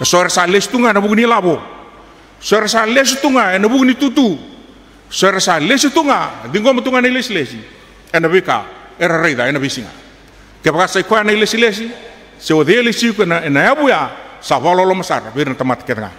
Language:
Fijian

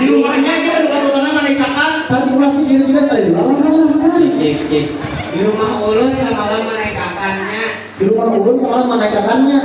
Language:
Banjar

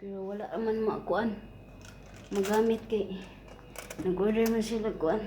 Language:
Cebuano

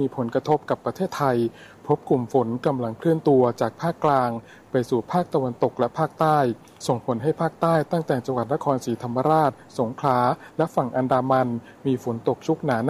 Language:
Thai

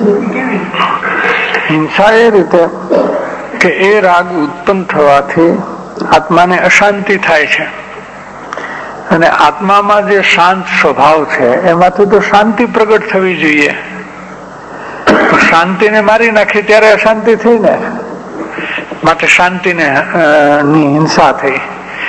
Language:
Gujarati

